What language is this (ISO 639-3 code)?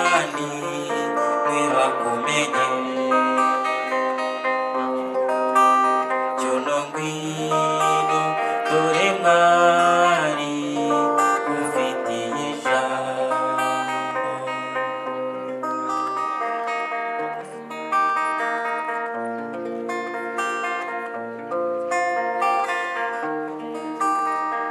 kin